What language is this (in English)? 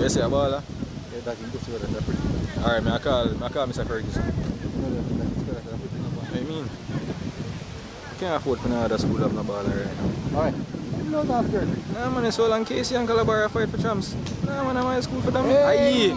Jamaican Creole English